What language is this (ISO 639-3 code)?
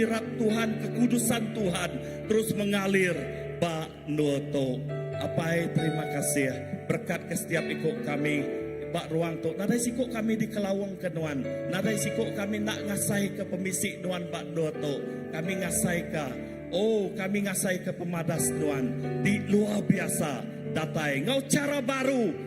iba